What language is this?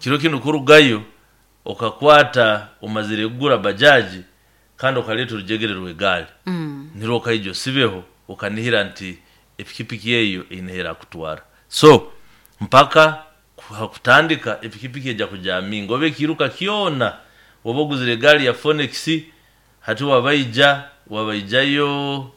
Nyoro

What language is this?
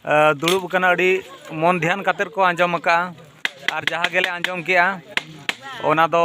Santali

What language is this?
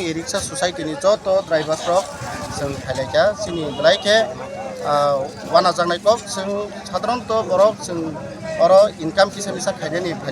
Kok Borok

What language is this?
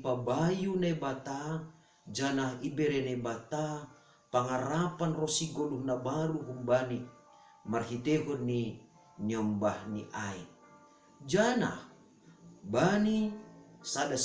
Batak Simalungun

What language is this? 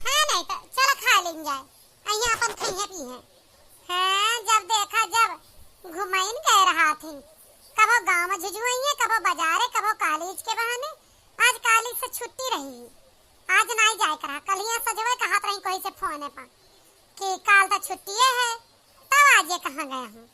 Awadhi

